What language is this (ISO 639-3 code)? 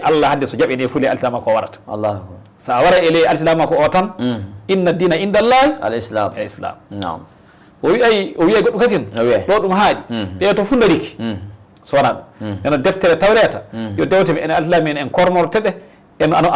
ful